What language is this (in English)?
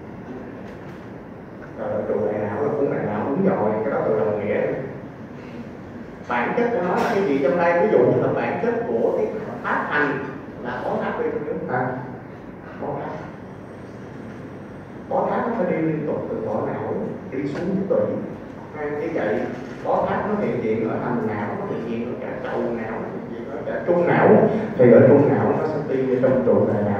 Vietnamese